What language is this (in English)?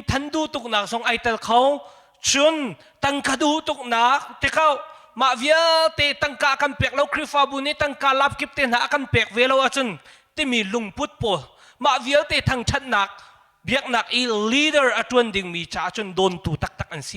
Hakha Chin